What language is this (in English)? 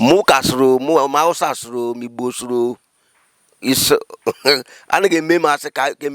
Igbo